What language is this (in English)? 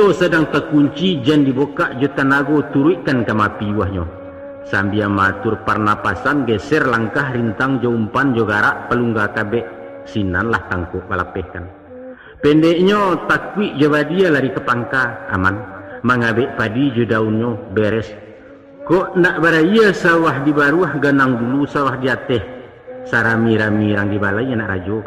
Minangkabau